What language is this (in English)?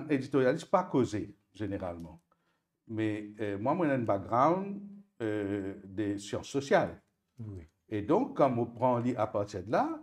Morisyen